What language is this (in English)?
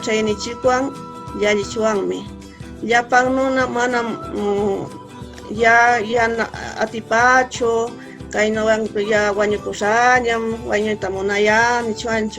Huaylla Wanca Quechua